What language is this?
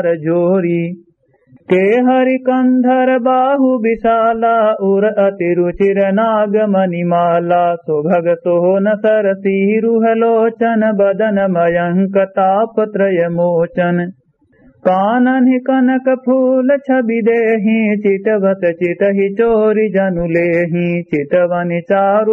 Awadhi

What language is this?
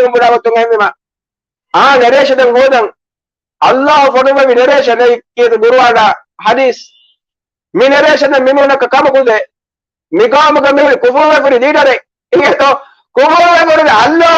Divehi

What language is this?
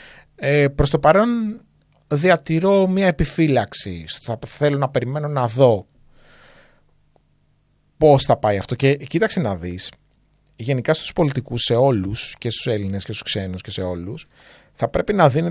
Greek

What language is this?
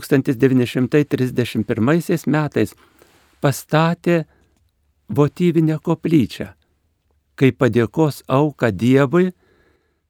Lithuanian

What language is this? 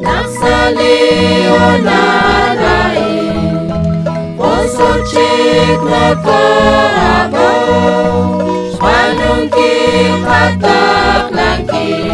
Kekchí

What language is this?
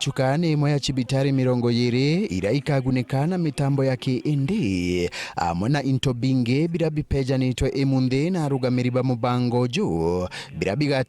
Meru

